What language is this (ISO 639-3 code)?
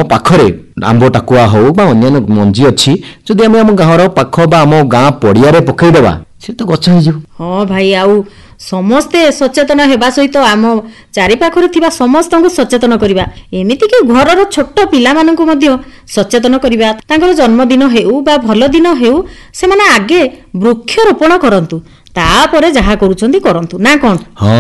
ori